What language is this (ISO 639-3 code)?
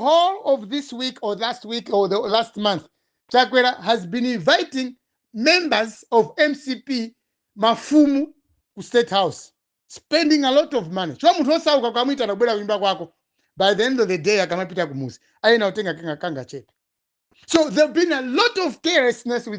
nya